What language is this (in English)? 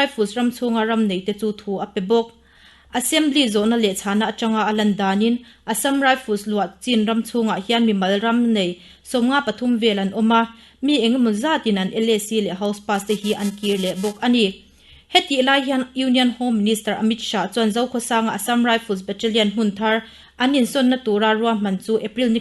Mizo